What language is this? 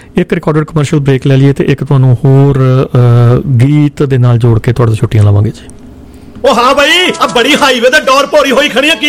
Punjabi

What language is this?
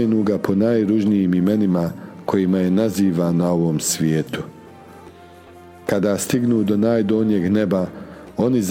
Bosnian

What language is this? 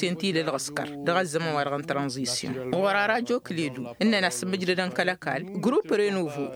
Tamasheq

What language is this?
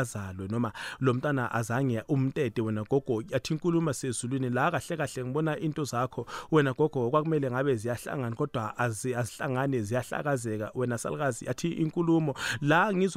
South Ndebele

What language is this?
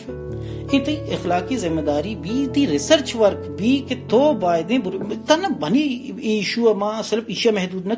Baluchi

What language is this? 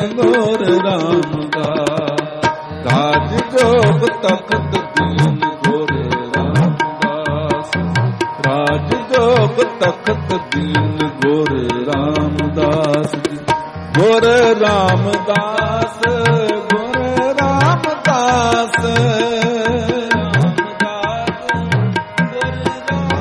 Punjabi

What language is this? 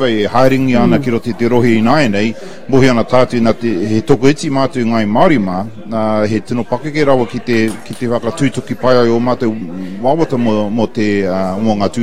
Māori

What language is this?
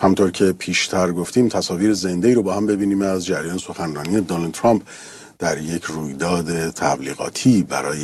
Persian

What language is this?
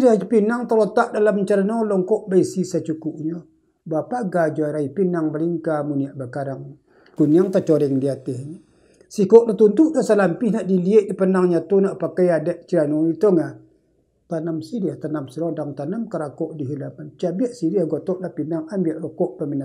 Minangkabau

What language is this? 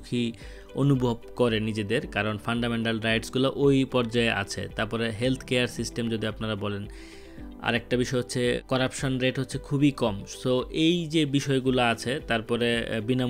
Bangla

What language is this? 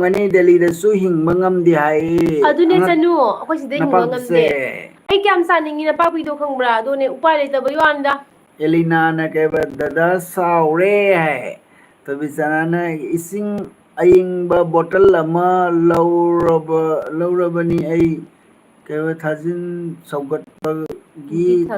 Manipuri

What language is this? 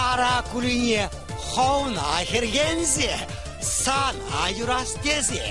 Chuvash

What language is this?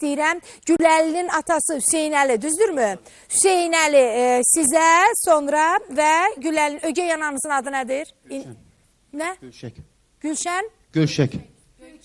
Azerbaijani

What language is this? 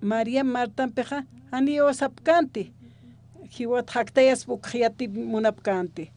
Aymara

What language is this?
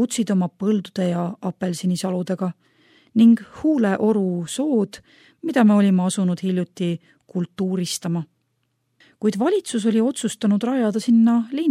Estonian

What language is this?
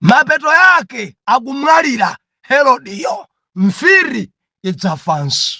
Nyanja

